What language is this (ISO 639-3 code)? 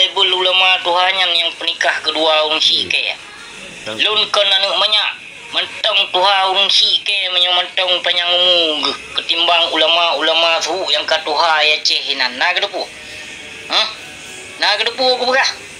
ace